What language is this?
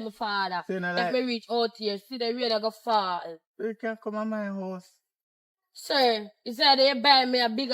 Jamaican Creole English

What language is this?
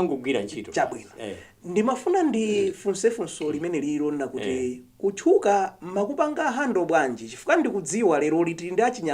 Nyanja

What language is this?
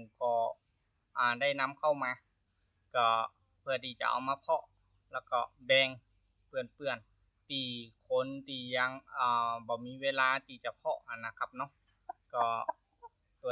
Northern Thai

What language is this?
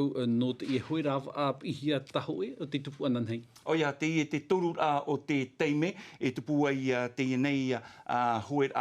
Tahitian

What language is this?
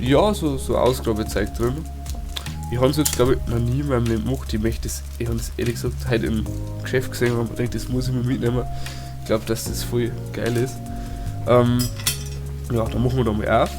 Bavarian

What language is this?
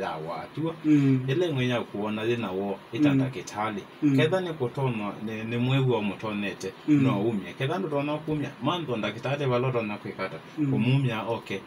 Kamba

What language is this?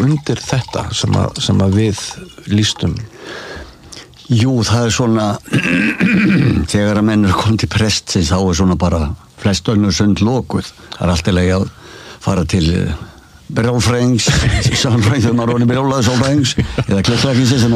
Icelandic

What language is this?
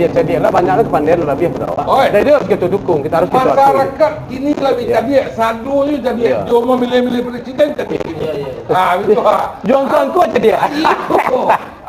Minangkabau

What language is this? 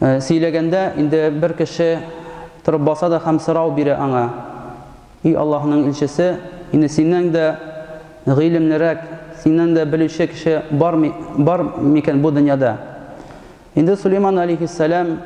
Tatar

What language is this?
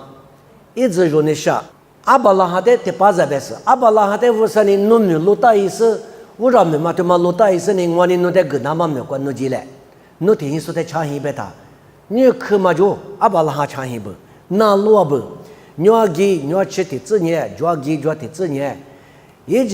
Lisu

